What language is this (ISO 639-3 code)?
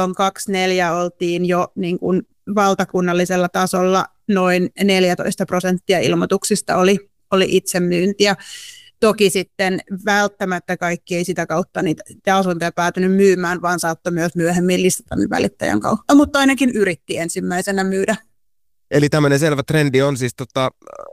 fin